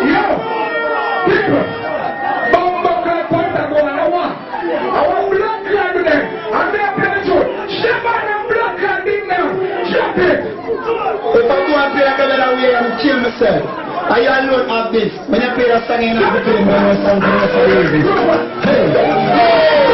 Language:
Jamaican Creole English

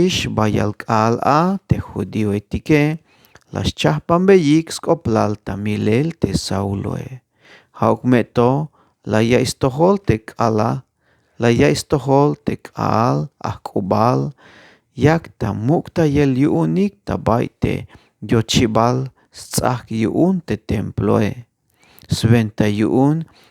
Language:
Tzeltal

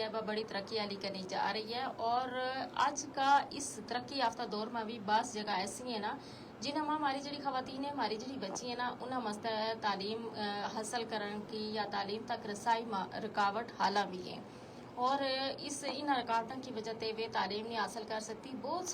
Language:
Gujari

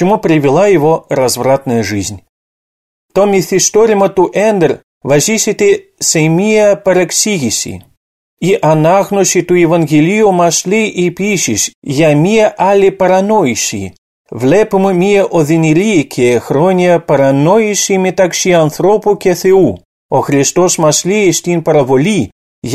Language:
Greek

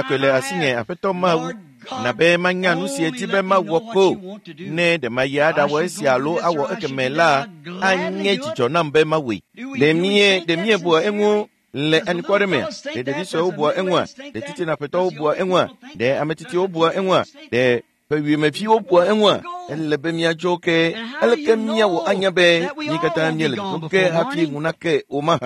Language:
Ewe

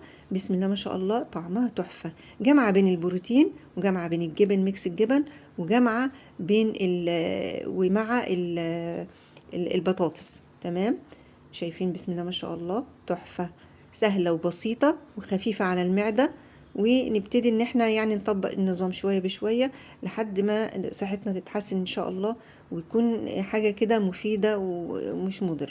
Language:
Egyptian Arabic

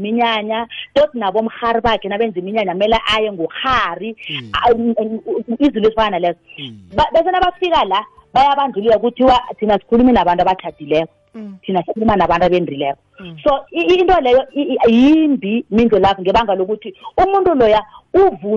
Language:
South Ndebele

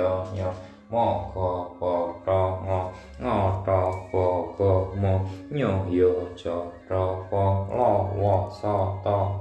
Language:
Javanese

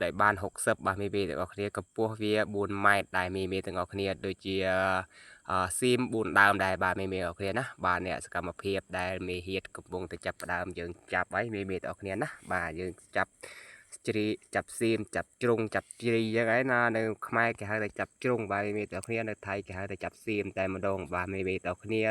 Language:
Khmer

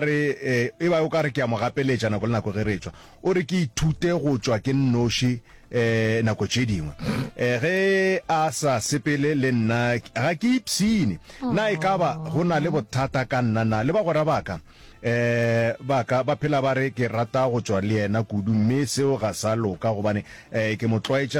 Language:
Northern Sotho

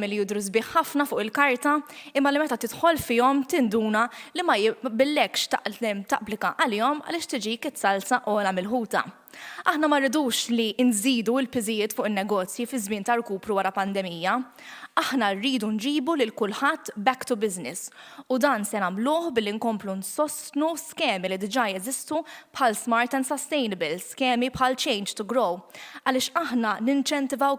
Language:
Maltese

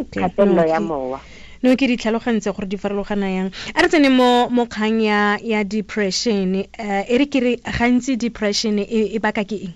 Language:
Tswana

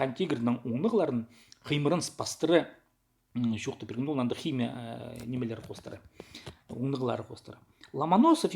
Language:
Khakas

